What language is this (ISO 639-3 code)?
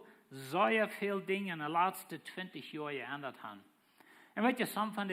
pdt